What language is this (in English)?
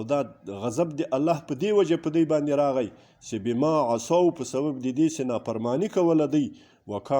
Pashto